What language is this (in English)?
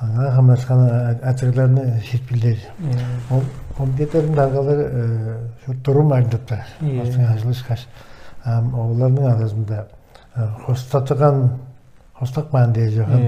Tuvinian